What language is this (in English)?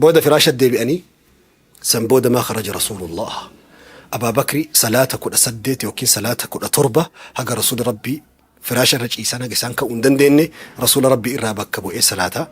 Oromo